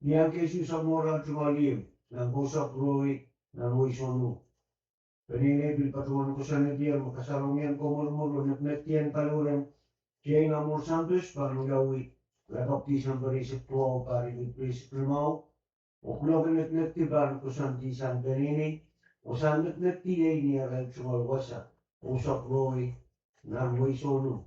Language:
Pohnpeian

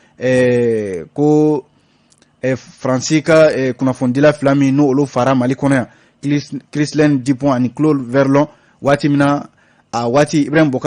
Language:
Bambara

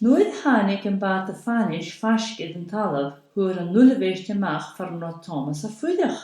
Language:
Scottish Gaelic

